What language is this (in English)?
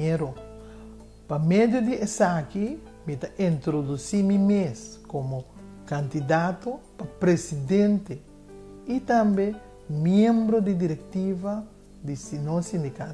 Papiamento